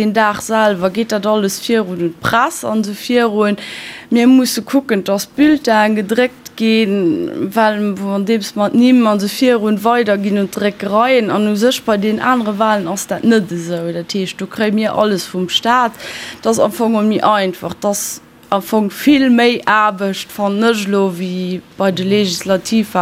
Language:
Luxembourgish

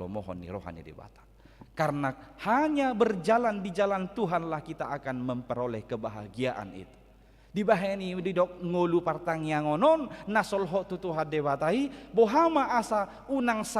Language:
Batak Toba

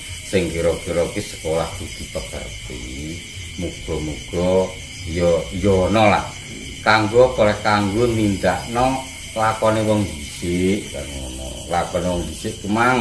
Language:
Javanese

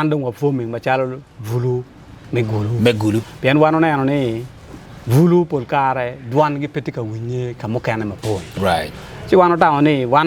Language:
Acoli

